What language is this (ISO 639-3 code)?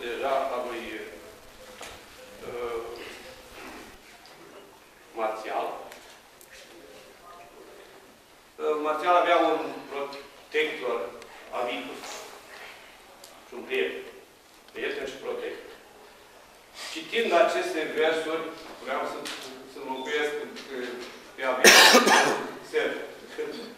ron